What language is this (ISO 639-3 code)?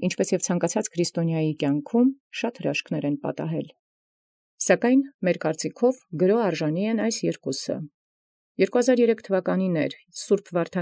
hye